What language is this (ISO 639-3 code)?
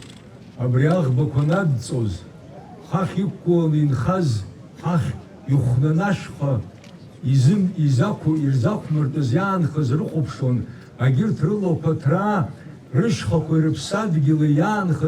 abk